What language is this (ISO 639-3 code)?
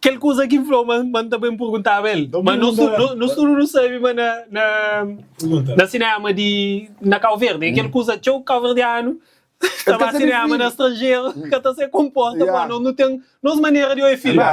kea